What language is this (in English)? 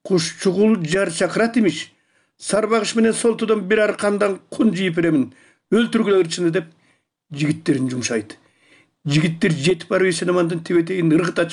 Kyrgyz